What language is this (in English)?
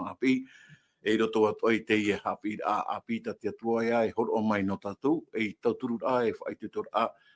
Tahitian